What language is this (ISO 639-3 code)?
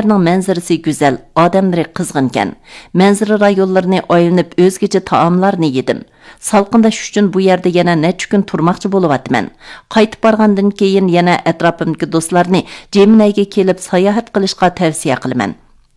uig